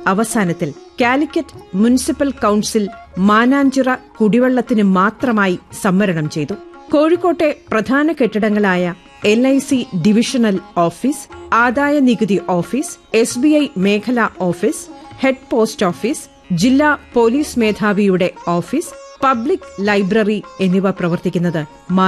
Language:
Malayalam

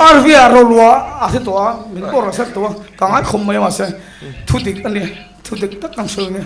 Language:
Mizo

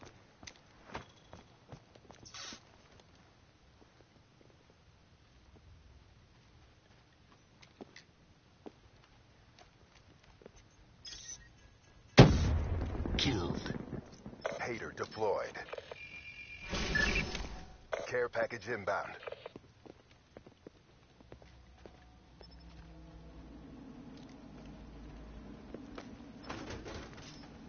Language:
English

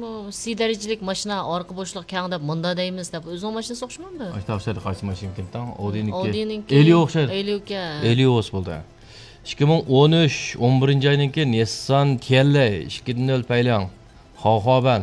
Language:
Uyghur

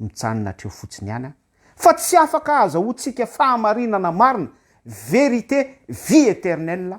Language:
Malagasy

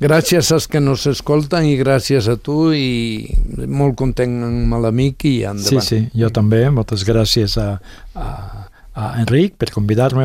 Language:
Catalan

